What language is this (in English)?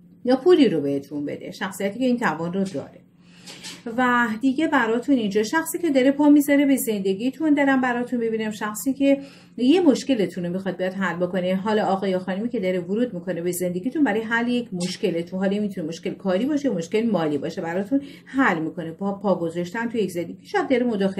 Persian